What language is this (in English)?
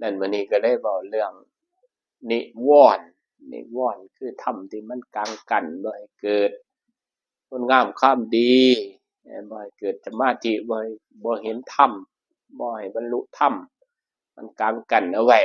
Northeastern Thai